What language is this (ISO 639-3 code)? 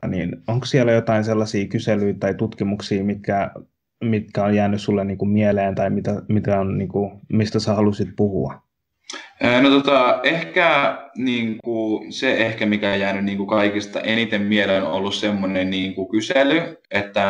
fin